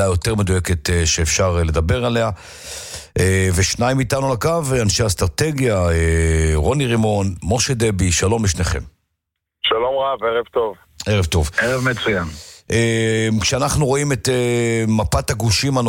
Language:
Hebrew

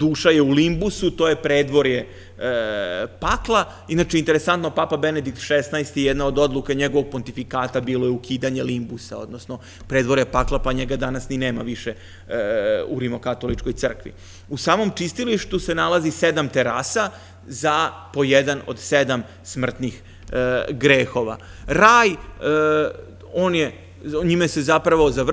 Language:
Serbian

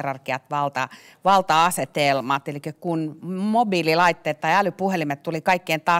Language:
Finnish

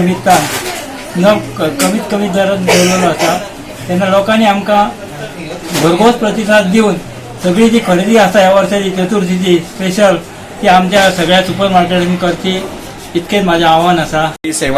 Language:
Konkani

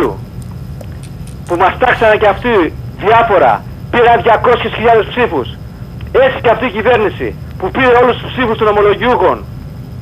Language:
Greek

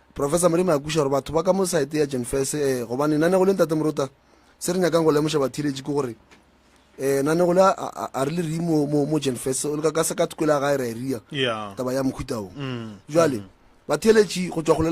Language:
Northern Sotho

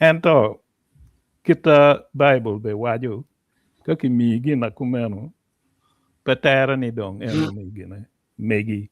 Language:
Acoli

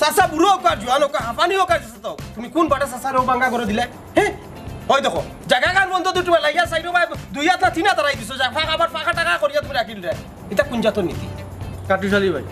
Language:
Sylheti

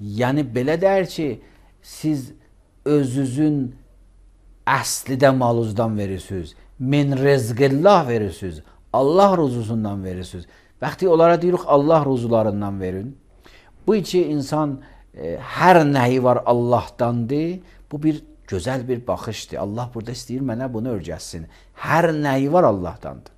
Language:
Azerbaijani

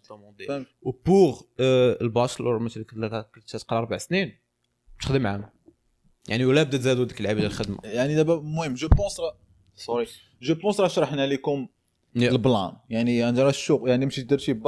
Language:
Moroccan Arabic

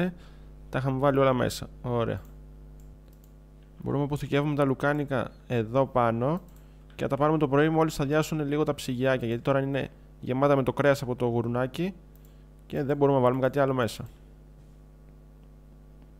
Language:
Greek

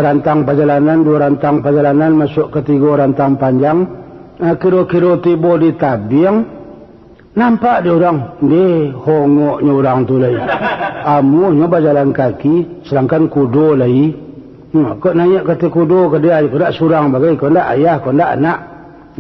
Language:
Minangkabau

